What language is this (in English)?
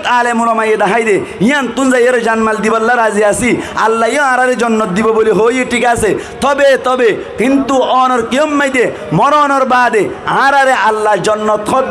Rohingya